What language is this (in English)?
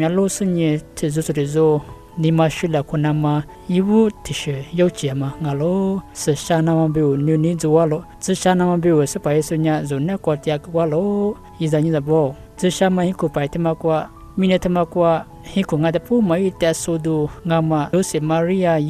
Lisu